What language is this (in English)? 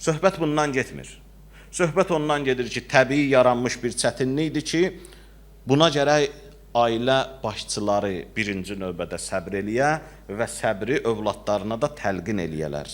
Azerbaijani